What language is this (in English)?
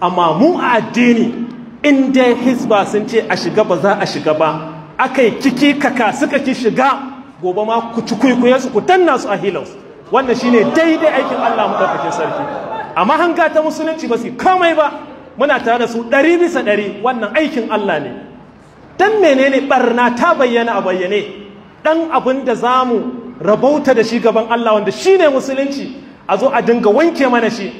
Hausa